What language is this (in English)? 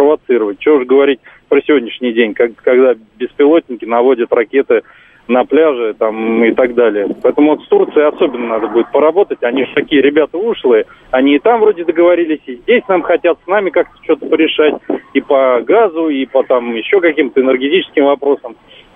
Russian